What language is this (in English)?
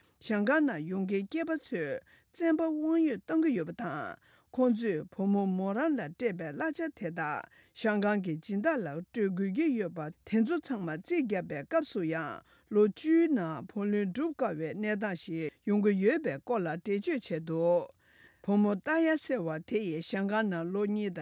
Tibetan